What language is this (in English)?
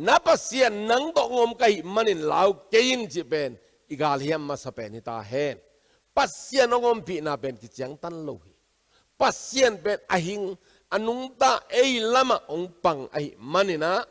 Tedim Chin